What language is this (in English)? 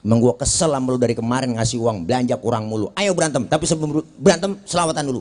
Betawi